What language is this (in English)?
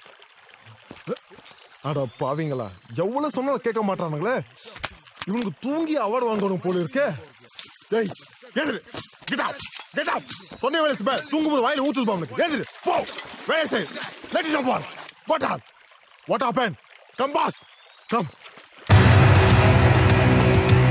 Tamil